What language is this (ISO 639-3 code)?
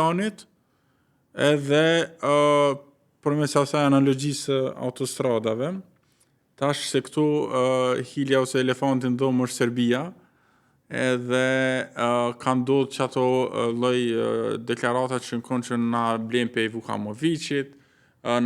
sqi